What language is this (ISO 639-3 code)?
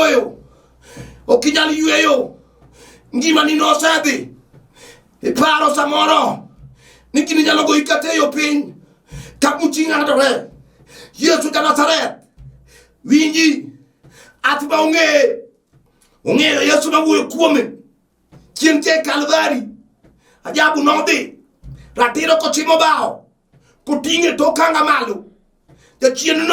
luo